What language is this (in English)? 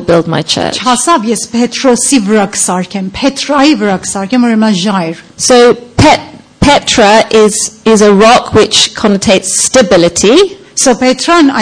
Armenian